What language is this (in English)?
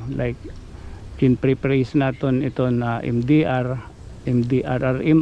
Waray